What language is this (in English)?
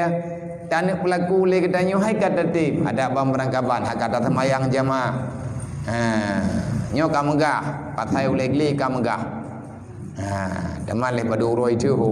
Achinese